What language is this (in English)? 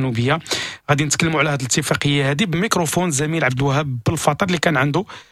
Moroccan Arabic